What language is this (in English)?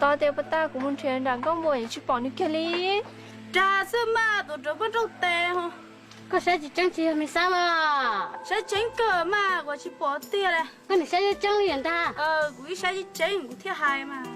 Hmong